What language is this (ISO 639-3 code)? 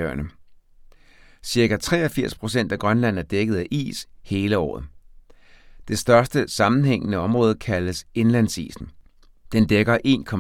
dan